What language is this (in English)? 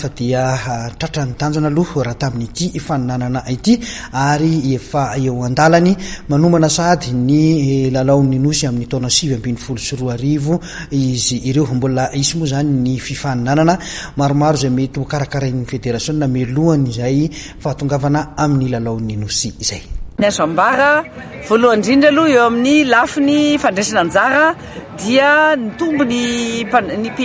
Malagasy